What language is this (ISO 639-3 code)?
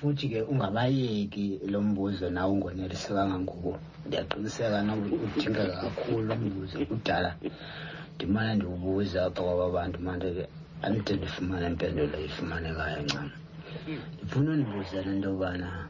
xho